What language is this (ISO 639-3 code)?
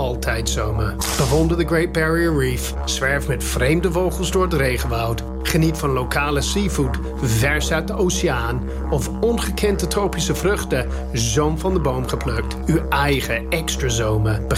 nld